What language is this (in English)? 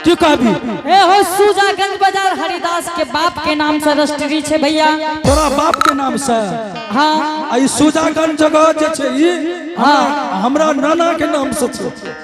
Angika